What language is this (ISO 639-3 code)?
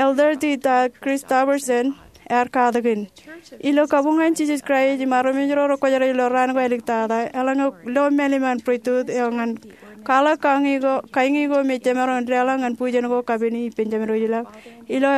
mah